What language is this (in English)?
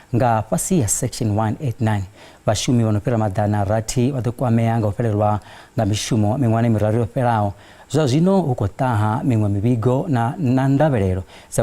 Venda